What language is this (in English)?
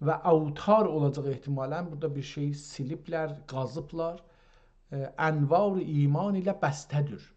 South Azerbaijani